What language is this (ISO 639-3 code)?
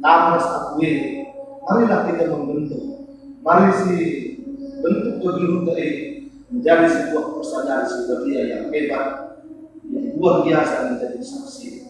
btx